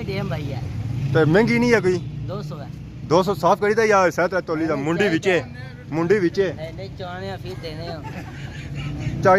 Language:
Pahari-Potwari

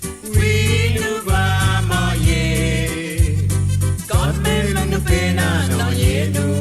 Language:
Morisyen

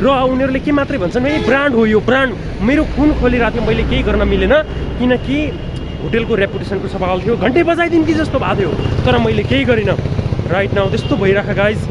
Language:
Nepali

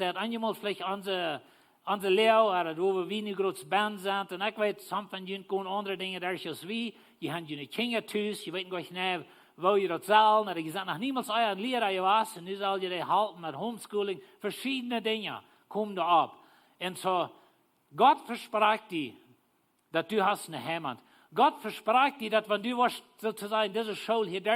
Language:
Plautdietsch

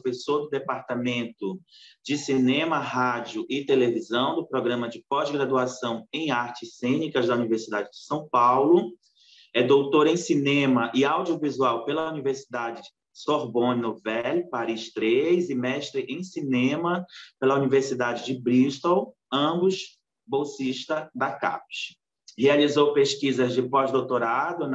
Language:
Portuguese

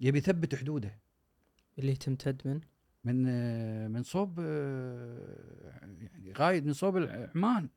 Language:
Gulf Arabic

